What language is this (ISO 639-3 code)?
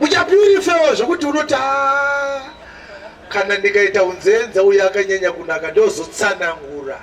sna